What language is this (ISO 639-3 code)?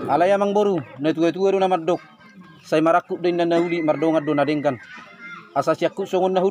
bbc